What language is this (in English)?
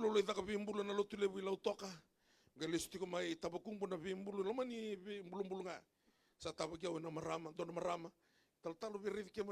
Fijian